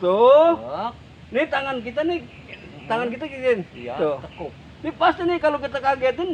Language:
Betawi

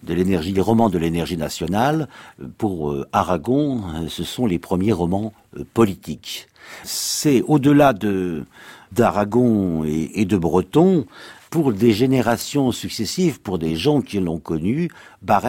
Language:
French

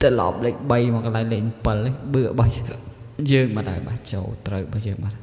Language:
Khmer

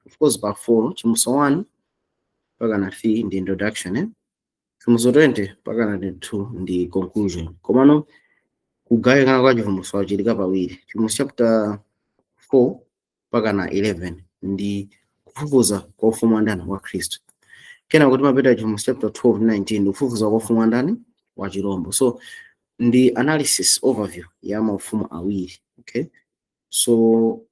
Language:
Nyanja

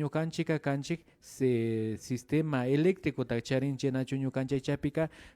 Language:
Imbabura Highland Quichua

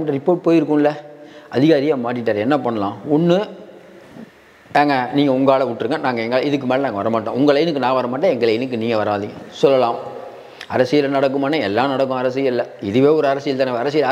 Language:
Tamil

